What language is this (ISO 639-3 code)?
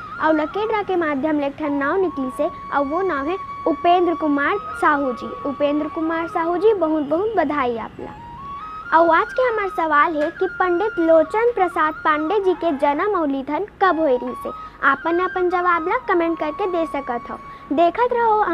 hne